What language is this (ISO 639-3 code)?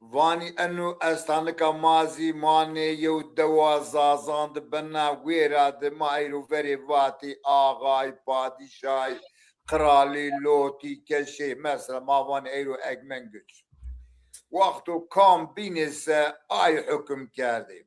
zza